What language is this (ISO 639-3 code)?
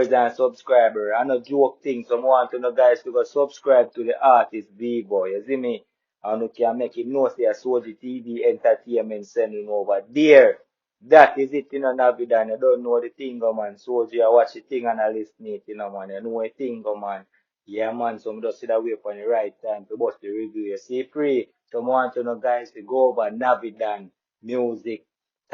jam